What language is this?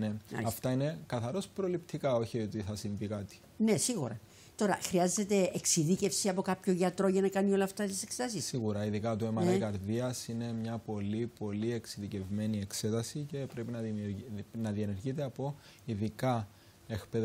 Greek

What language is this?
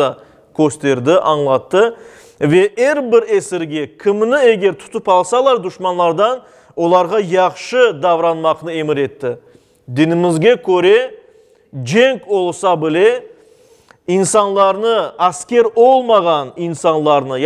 Crimean Tatar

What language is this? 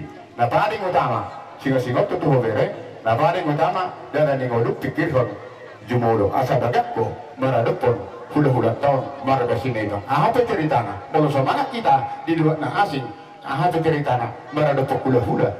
Batak Toba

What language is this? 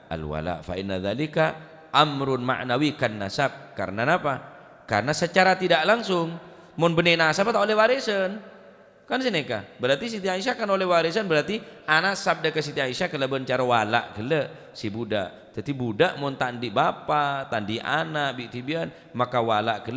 Madurese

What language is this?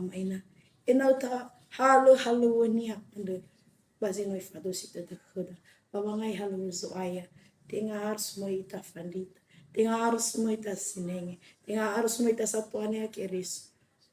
Nias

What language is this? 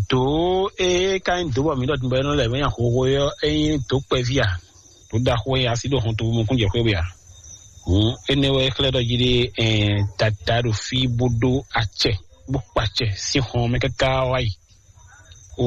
Fon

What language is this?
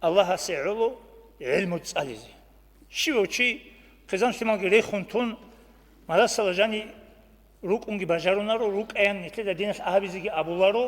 Avaric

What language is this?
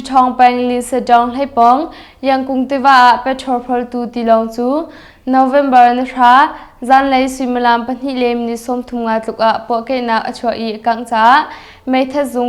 Hakha Chin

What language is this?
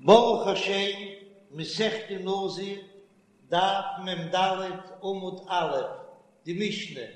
Yiddish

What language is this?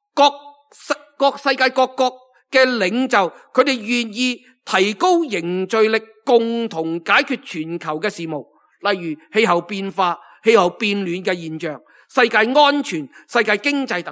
Cantonese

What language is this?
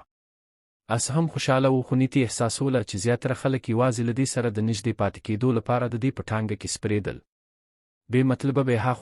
Pashto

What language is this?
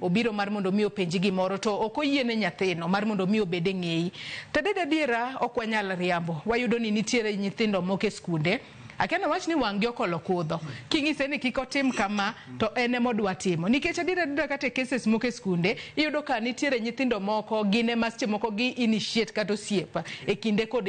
Luo (Kenya and Tanzania)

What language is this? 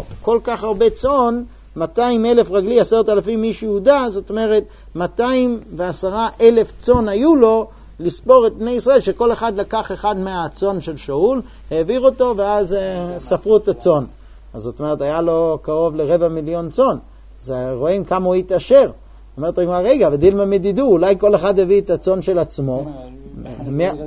Hebrew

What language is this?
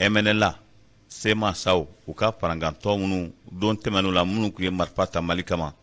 Bambara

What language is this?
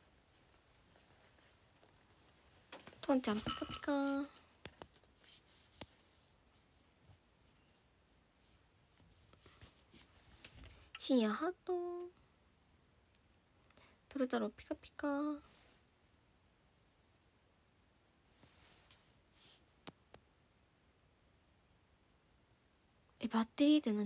Japanese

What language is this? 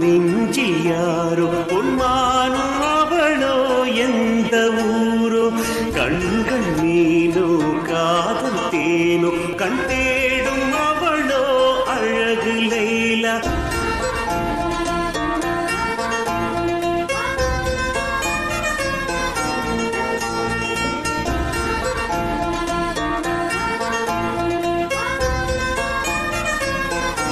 Tamil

